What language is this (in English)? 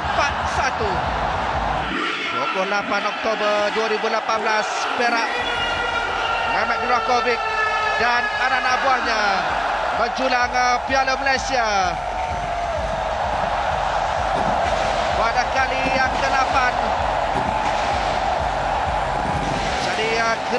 Malay